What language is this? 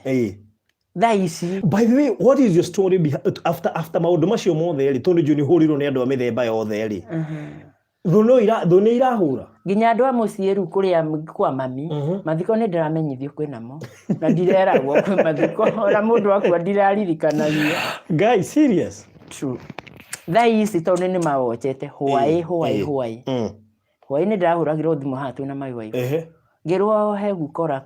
Kikuyu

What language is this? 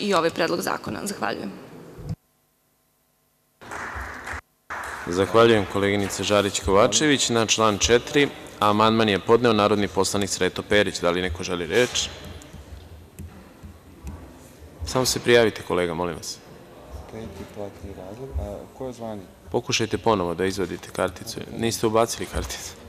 Serbian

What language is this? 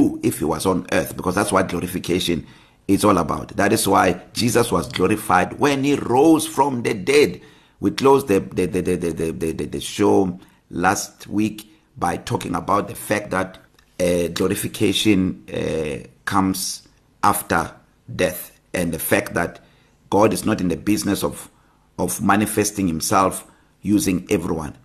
English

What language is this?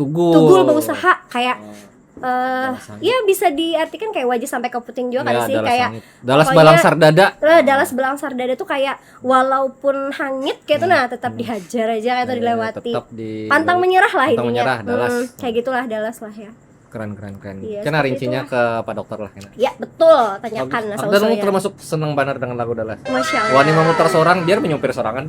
Banjar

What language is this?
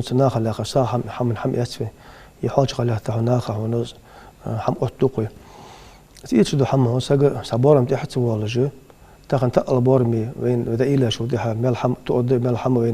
Ingush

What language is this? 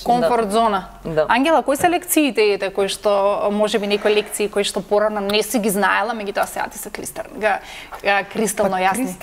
Macedonian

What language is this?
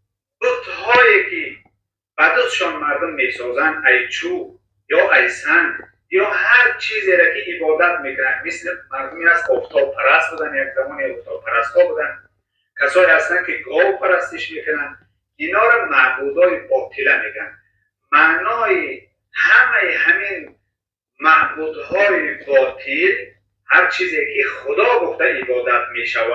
Persian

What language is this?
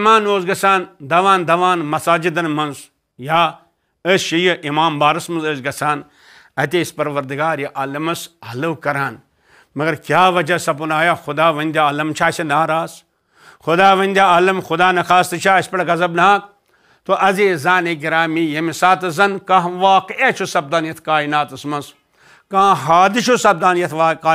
Kashmiri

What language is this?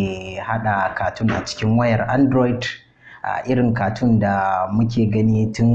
Hausa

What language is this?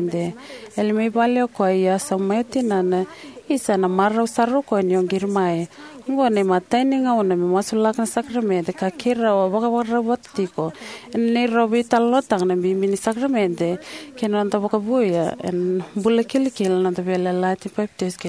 Fijian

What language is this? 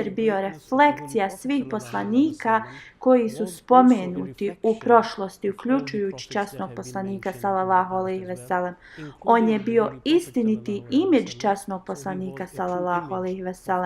Bosnian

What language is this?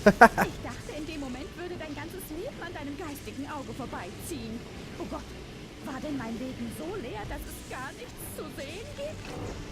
Swiss German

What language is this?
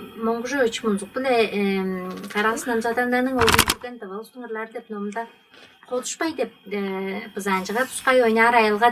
Tuvinian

